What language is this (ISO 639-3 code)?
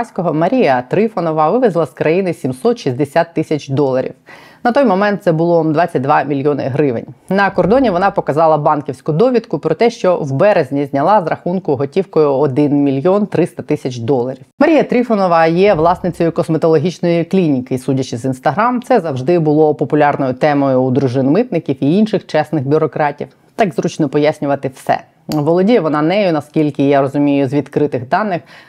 ukr